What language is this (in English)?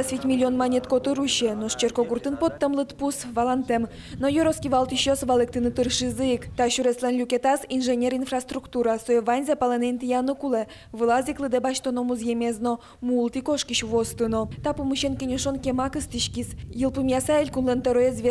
Udmurt